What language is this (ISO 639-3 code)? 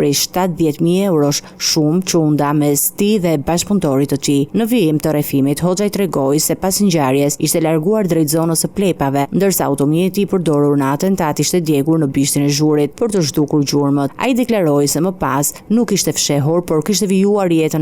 sqi